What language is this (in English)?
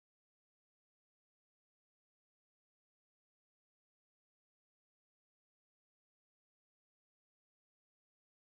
Finnish